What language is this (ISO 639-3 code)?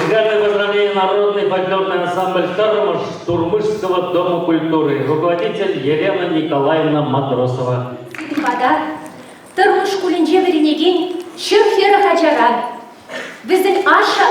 chv